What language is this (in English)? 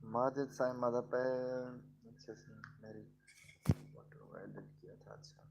Saraiki